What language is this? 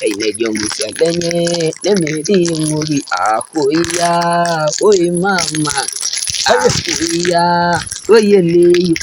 Masai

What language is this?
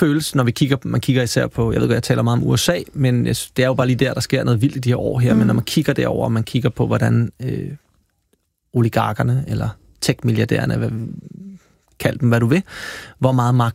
Danish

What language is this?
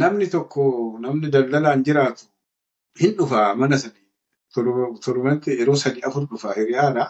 Oromo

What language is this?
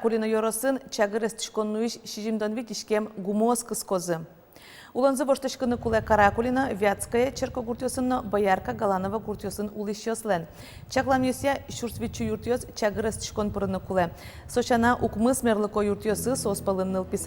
Udmurt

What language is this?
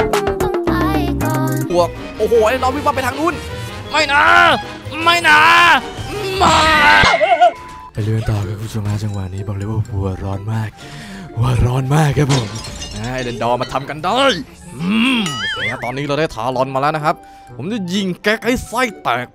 Thai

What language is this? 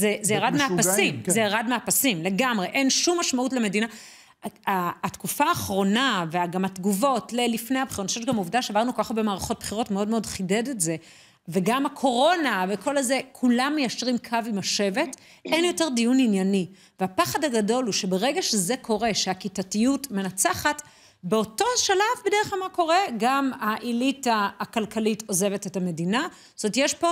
Hebrew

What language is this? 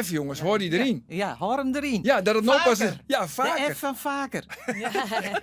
Western Frisian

